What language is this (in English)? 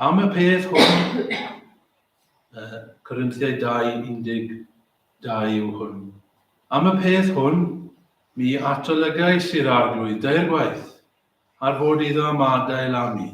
Welsh